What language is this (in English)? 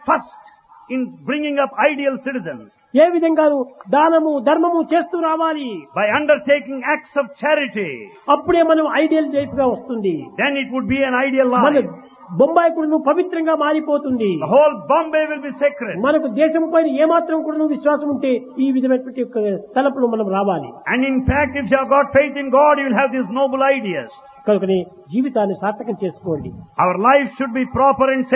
Telugu